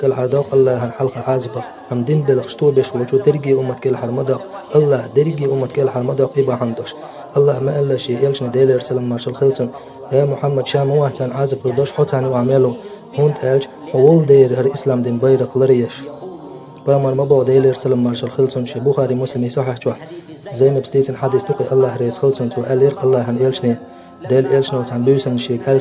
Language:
Chechen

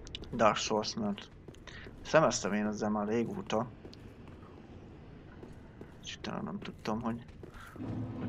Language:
Hungarian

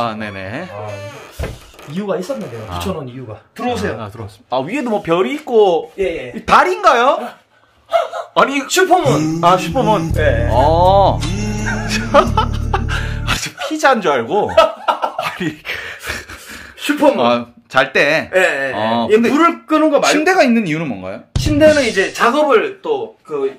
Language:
Korean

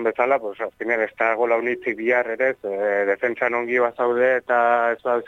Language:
Basque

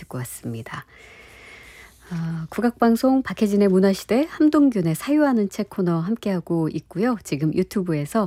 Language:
Korean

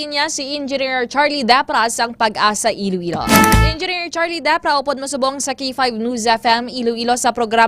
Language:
Hiligaynon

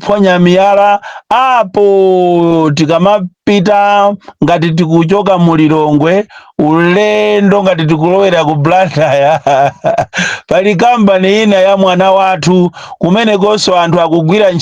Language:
Nyanja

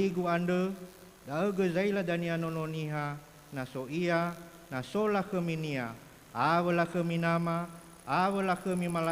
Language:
Nias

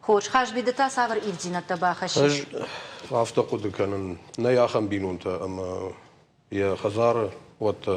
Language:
Ossetic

